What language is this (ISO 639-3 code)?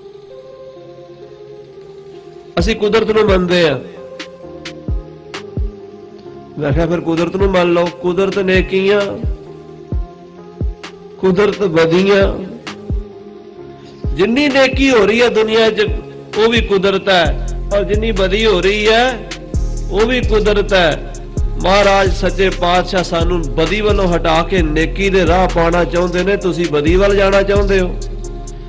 pan